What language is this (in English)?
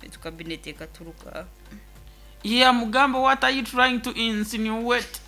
Nyoro